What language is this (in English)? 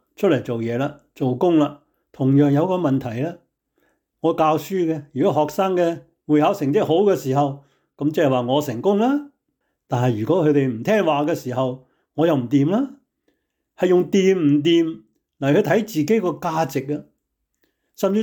Cantonese